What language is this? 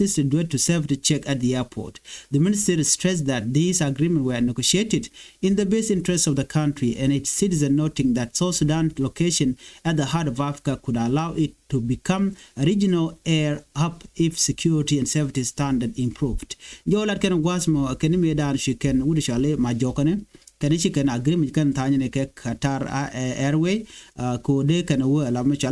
Nuer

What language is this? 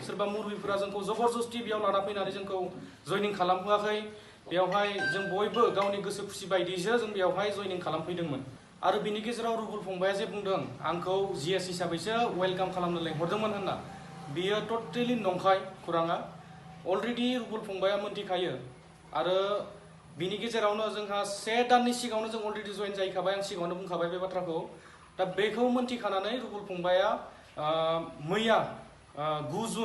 Bodo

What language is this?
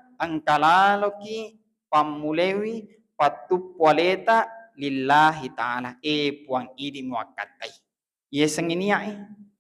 Buginese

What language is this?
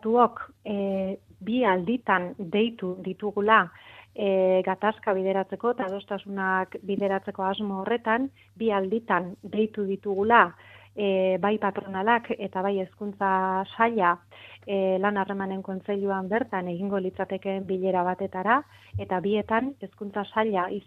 Basque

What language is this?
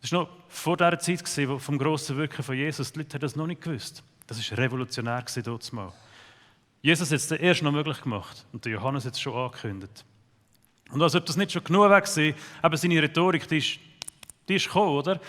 Swiss German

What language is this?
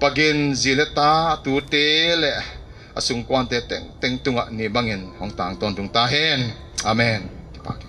Paite Chin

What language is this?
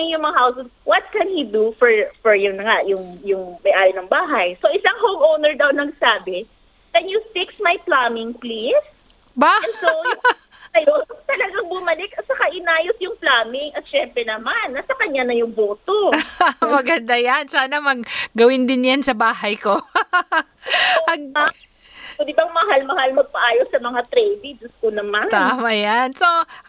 Filipino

